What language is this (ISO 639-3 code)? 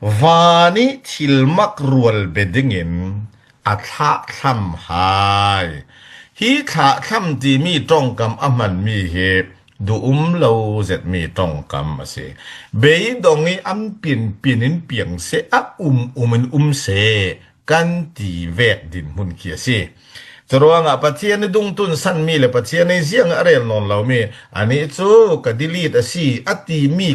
cfm